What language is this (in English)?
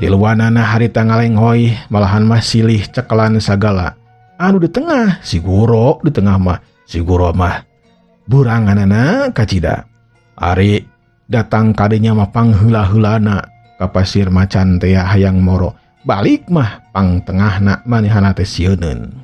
Sundanese